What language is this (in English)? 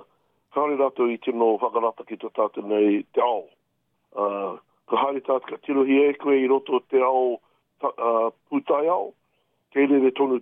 Māori